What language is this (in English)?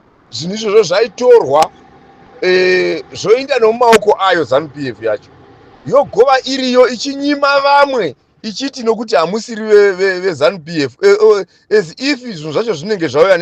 Shona